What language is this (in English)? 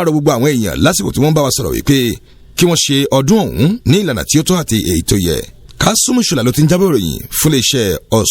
Yoruba